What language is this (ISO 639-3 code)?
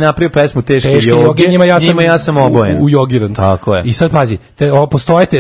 srp